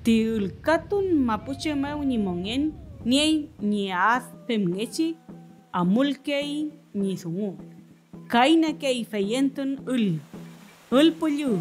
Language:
Mapuche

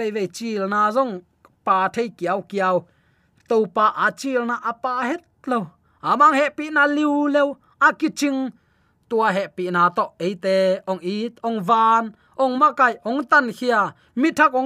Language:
Tedim Chin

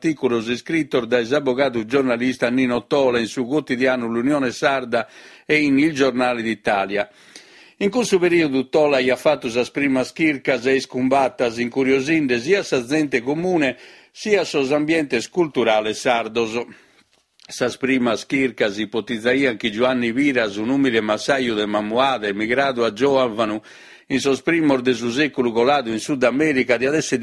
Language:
Sardinian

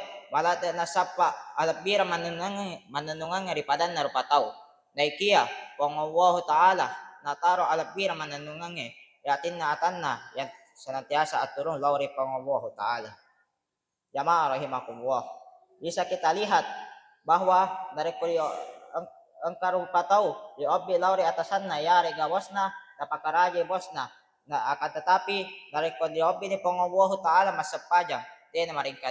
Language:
Buginese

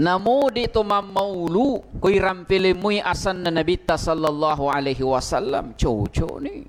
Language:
Buginese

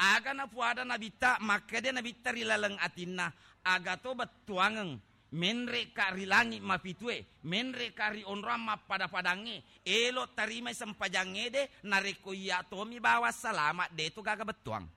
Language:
Buginese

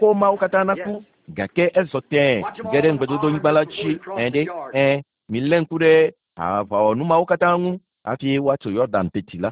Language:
Ewe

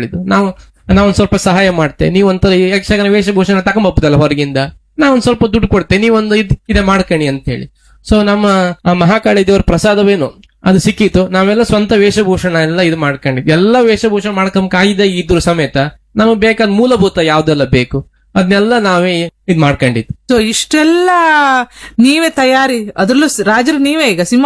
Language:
Kannada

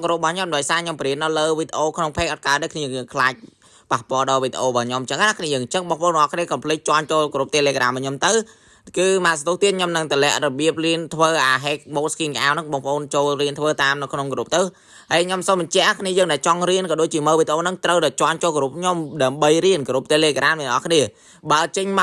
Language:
Khmer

